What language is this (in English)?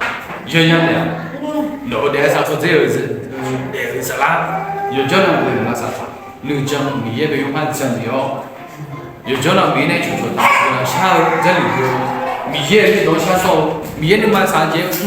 Akha